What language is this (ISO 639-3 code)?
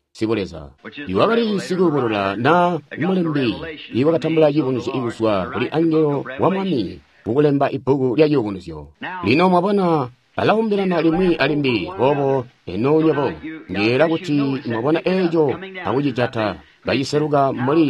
toi